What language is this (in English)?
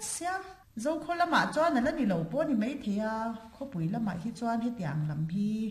Mizo